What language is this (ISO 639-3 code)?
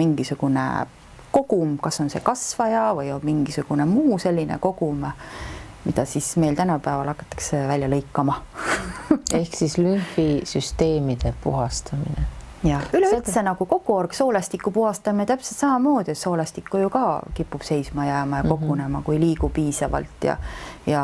est